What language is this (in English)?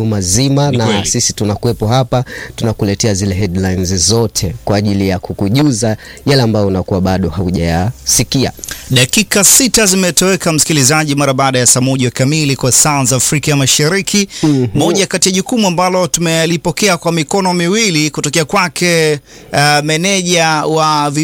Swahili